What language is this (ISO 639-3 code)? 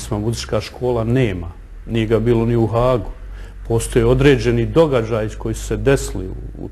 bos